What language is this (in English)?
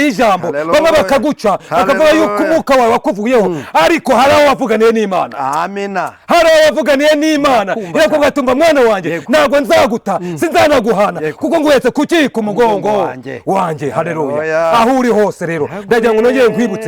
Kinyarwanda